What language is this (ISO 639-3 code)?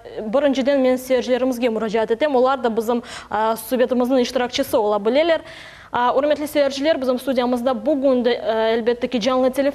crh